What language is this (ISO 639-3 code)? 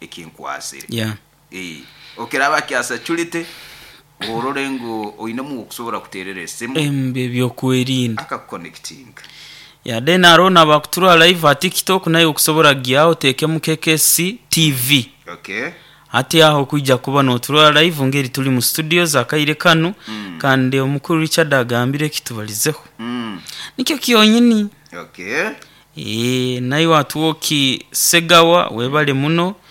nyo